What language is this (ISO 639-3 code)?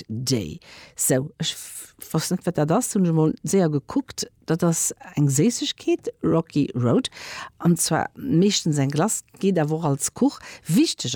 ltz